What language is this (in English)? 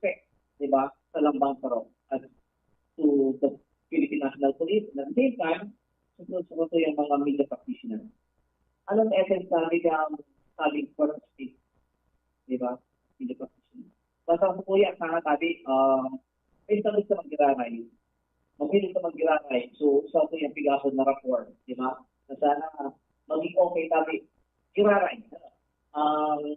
Bikol